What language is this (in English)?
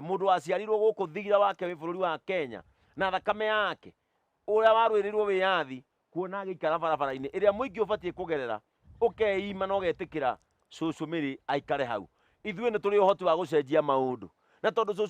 Kikuyu